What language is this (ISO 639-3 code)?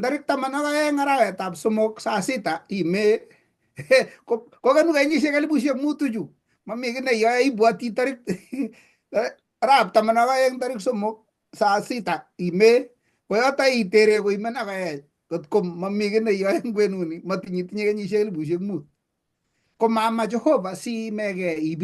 kln